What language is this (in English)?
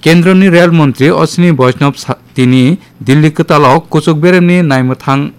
Kok Borok